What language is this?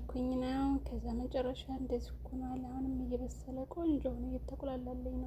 Amharic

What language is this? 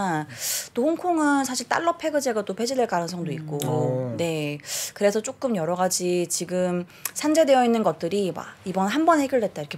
Korean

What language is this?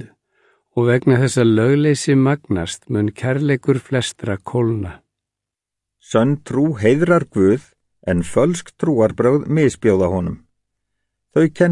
Icelandic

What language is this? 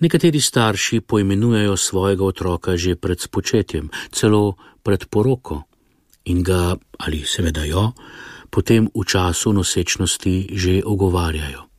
Slovenian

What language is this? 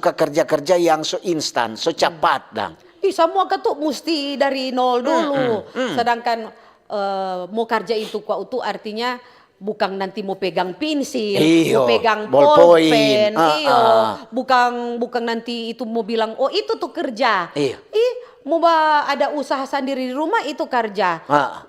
Manado Malay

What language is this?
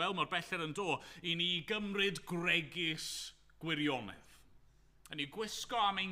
Welsh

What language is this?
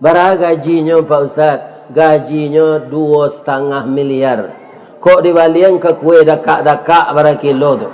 Minangkabau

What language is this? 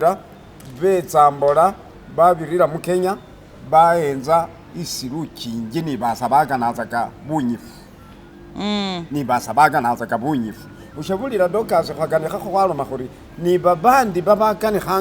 Masaaba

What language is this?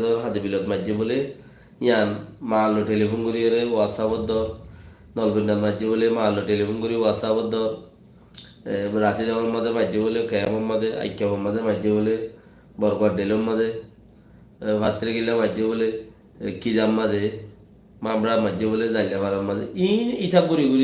Rohingya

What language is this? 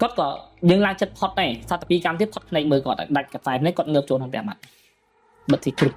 Khmer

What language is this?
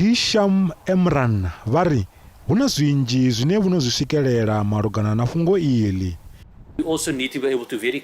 Venda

